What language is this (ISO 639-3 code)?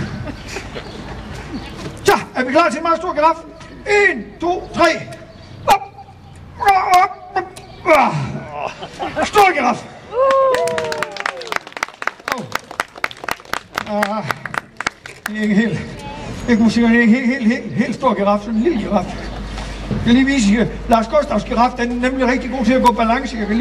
dan